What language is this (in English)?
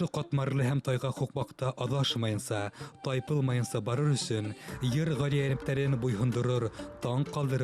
Bashkir